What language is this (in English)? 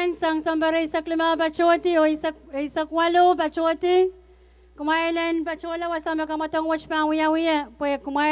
Pohnpeian